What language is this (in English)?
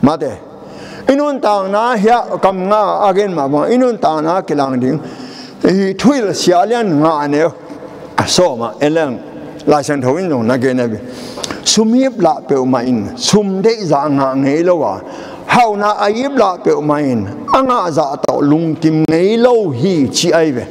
Tedim Chin